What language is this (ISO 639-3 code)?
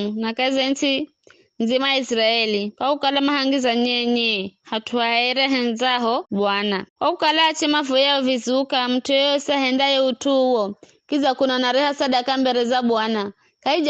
nyf